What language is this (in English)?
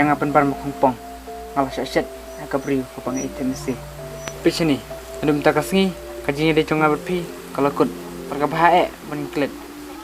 Khasi